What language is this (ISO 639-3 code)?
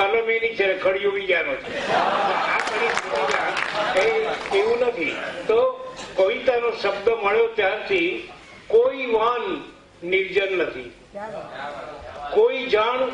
guj